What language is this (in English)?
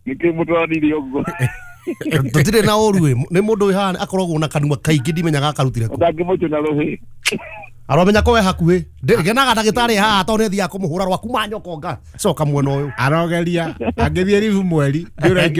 Kikuyu